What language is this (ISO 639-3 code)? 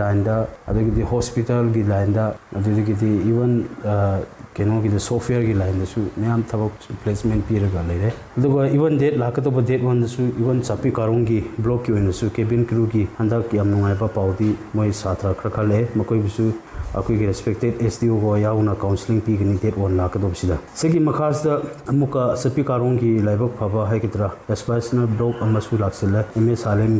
mni